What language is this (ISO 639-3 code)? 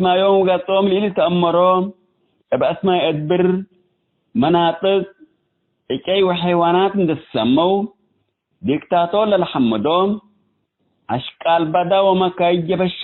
tig